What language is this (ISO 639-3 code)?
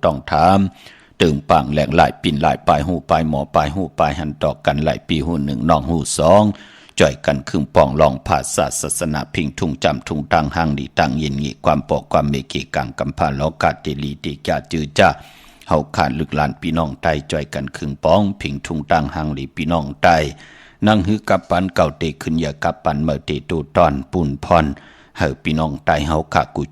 shn